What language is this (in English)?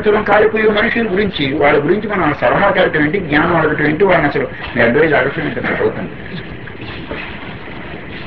Telugu